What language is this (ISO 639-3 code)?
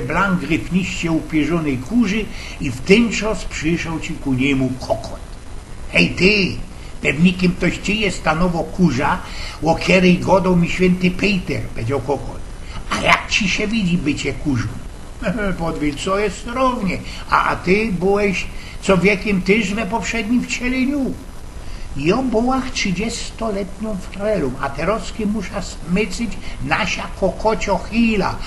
szl